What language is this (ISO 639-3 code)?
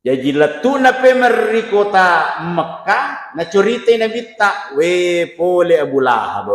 bug